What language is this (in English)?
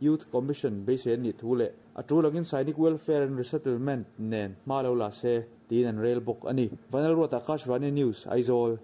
Mizo